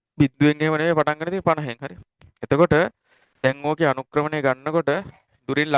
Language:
Sinhala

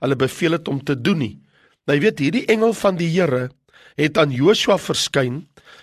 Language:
Afrikaans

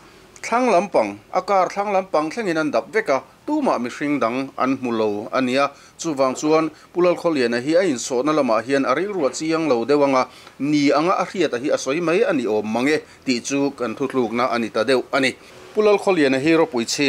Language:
Mizo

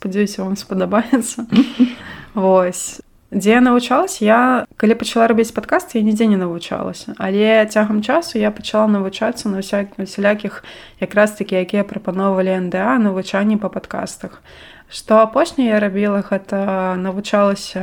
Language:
Belarusian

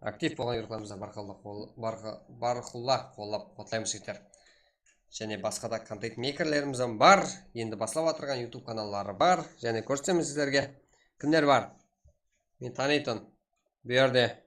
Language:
Kara-Kalpak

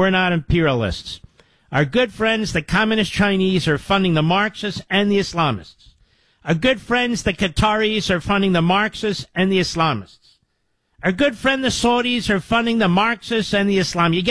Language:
English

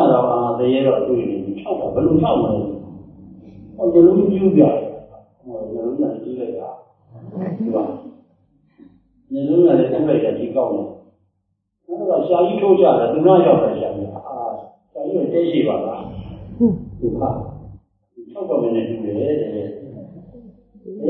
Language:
Burmese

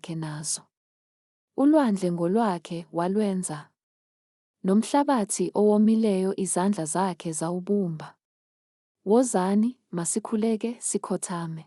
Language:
Zulu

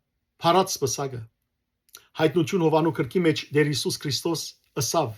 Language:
Western Armenian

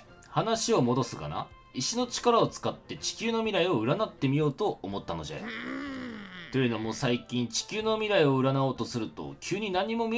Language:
Japanese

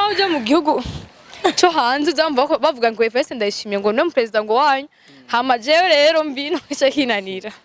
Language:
Rundi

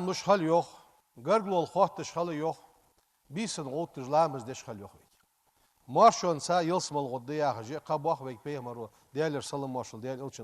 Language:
Ingush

